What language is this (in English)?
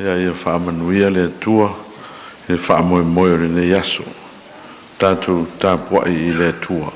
Samoan